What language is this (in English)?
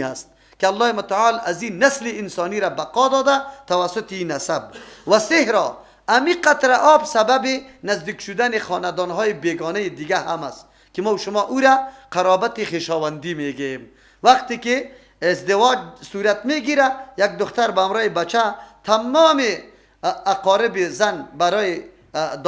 Persian